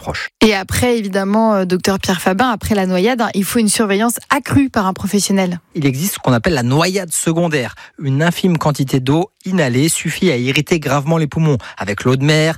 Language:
French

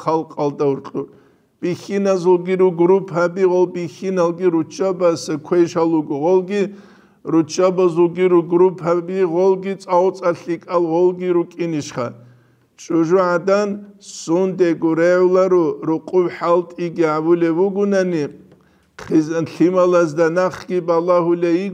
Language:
Avaric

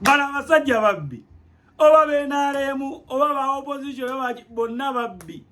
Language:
Ganda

